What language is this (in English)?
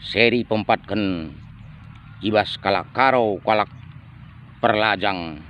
Batak Karo